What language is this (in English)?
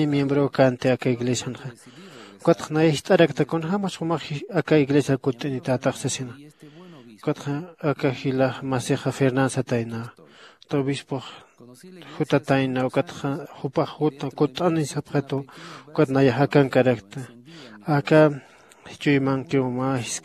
Aymara